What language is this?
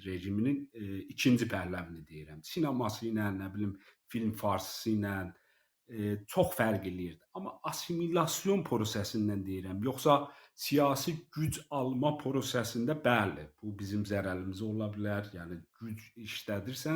South Azerbaijani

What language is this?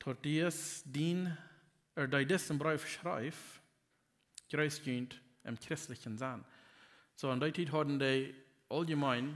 Plautdietsch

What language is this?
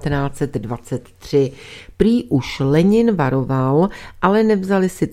Czech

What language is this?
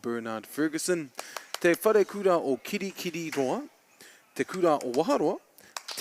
Māori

